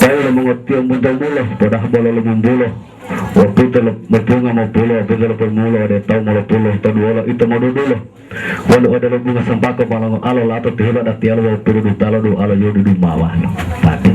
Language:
Gorontalo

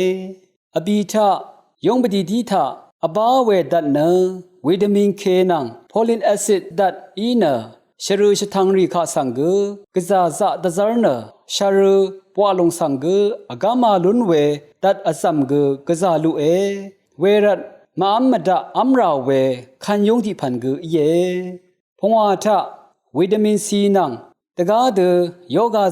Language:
Rawang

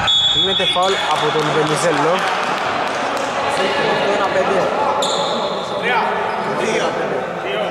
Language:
Greek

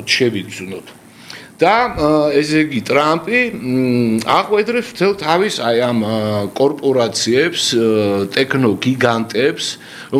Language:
Georgian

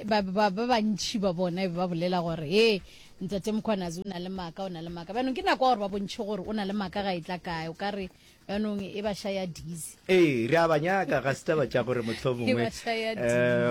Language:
Northern Sotho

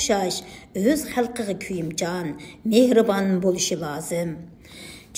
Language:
Uyghur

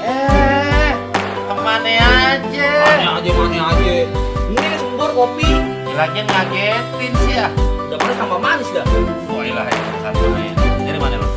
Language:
Betawi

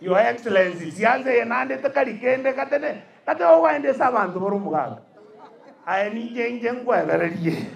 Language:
Gusii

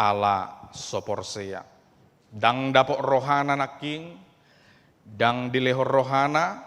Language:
Batak Toba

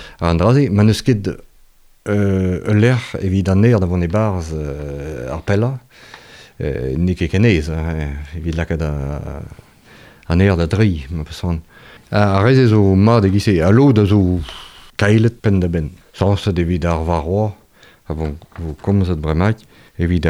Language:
Breton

